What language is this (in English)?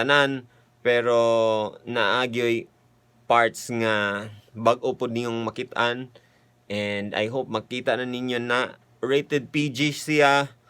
Cebuano